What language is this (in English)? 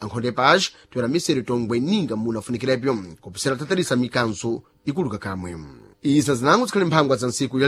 Sena